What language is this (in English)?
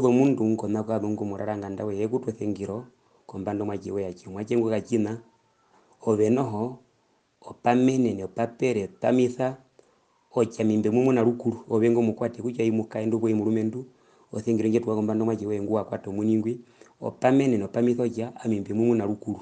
Herero